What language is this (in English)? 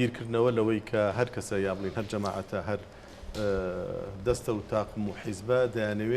Central Kurdish